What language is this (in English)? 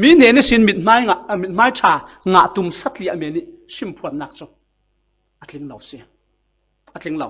Falam Chin